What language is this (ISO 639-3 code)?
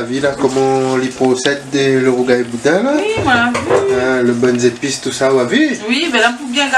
rcf